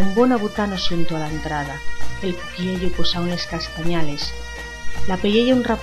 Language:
Asturian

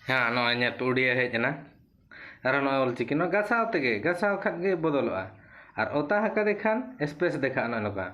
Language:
Santali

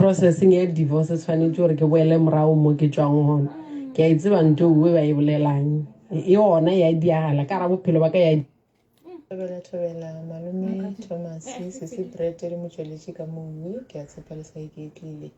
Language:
Tswana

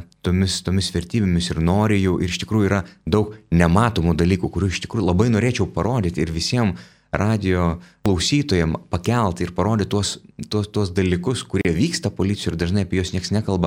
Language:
Lithuanian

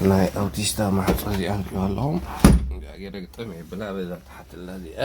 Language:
Tigrinya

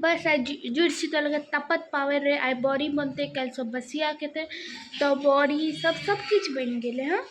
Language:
Maithili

